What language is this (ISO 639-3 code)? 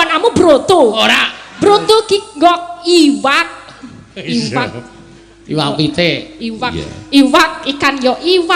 jav